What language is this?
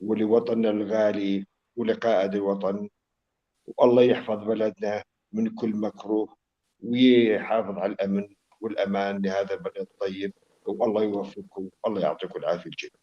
North Levantine Arabic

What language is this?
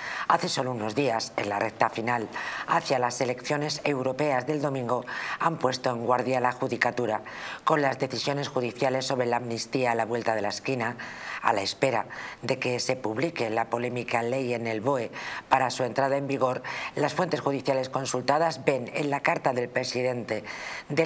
Spanish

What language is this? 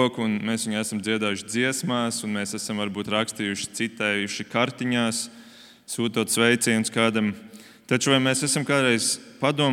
Latvian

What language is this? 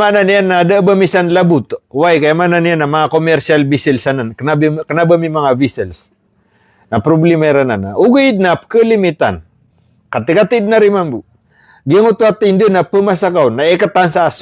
Maranao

